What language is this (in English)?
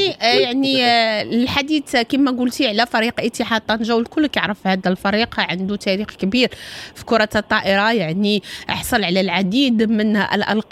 Moroccan Arabic